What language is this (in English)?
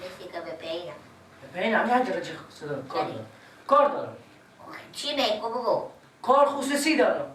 Persian